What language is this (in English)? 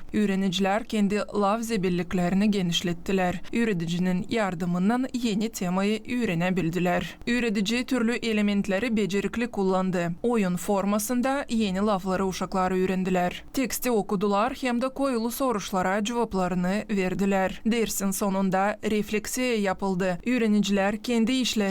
Gagauz